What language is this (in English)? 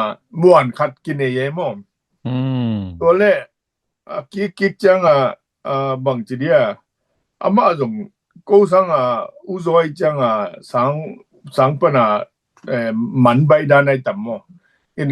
Tedim Chin